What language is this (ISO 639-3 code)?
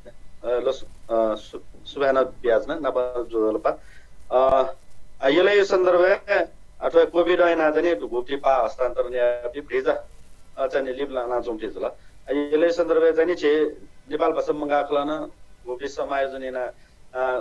new